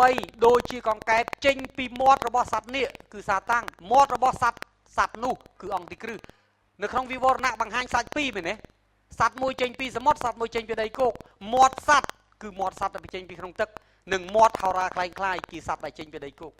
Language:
Khmer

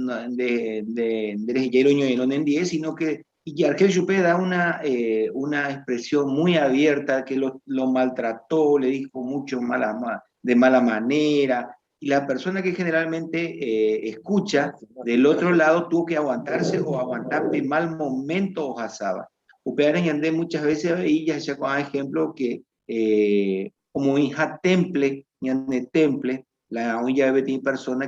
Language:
Guarani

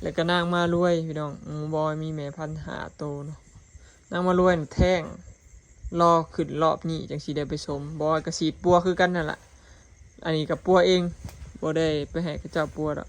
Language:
Lao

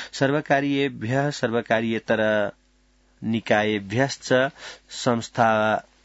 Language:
Sanskrit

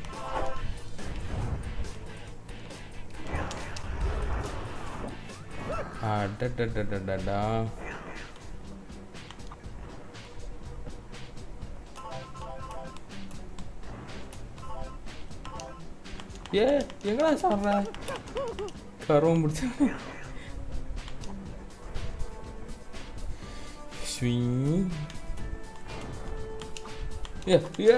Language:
Tamil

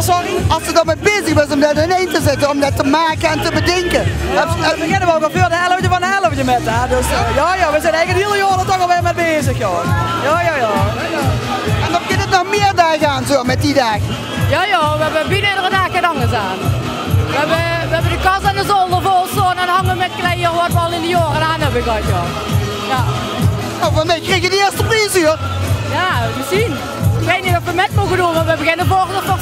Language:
Limburgish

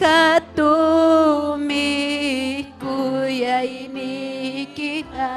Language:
Ayacucho Quechua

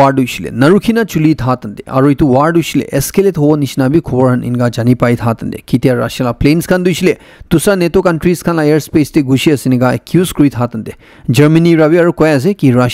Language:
Naga Pidgin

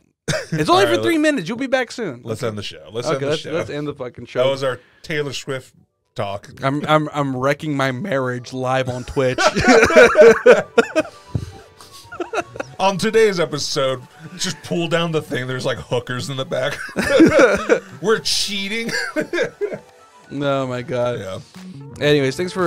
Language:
English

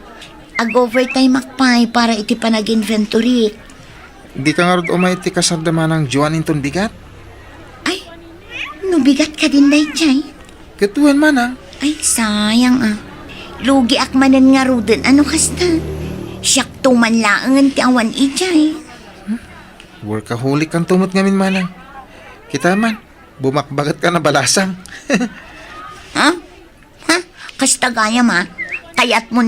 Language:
Iloko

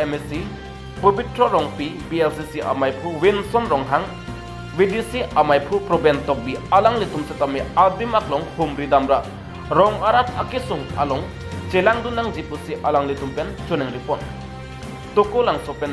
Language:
Karbi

